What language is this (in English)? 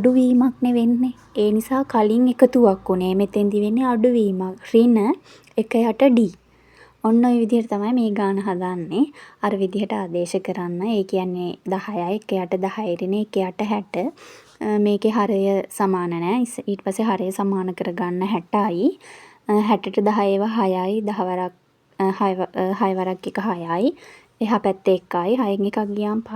Sinhala